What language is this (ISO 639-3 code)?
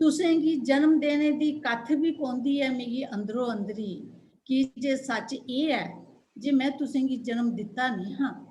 doi